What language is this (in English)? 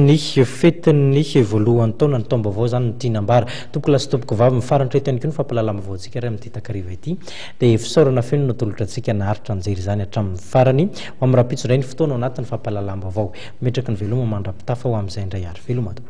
Malagasy